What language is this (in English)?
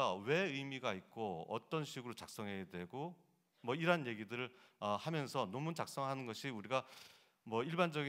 Korean